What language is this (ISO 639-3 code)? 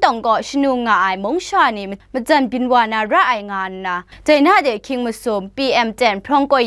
kac